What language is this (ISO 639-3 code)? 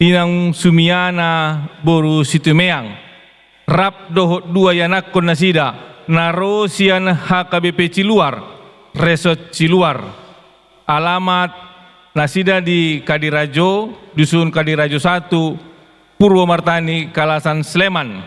bbc